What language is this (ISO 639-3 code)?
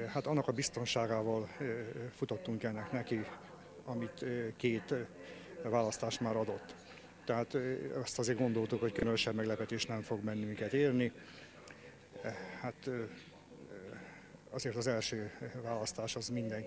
hun